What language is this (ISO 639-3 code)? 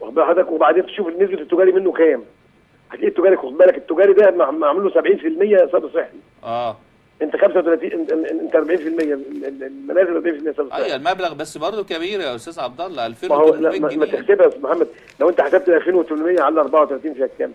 arz